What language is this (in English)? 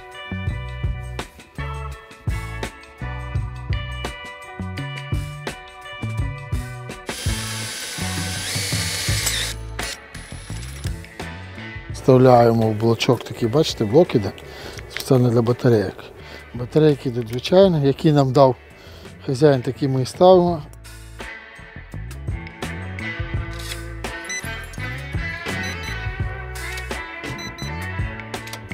Ukrainian